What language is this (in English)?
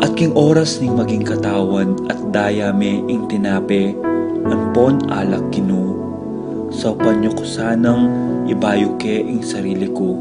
Pampanga